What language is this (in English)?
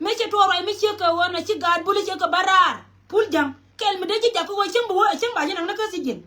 Nuer